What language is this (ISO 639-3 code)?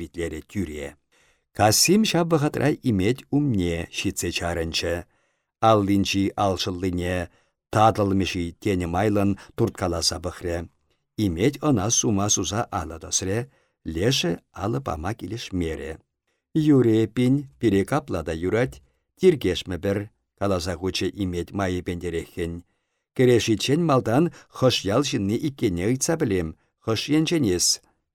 chv